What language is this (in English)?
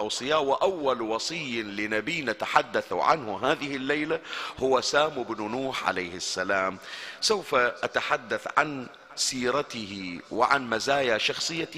Arabic